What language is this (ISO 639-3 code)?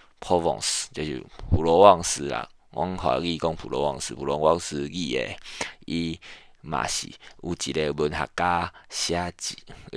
nan